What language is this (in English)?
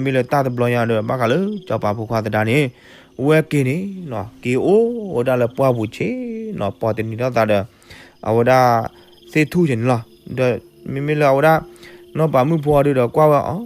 S'gaw Karen